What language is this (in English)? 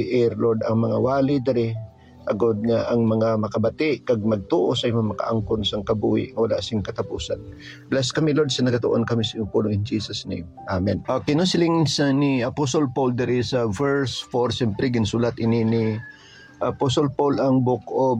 Hiligaynon